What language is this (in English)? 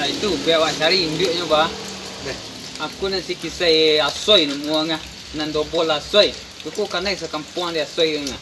Minangkabau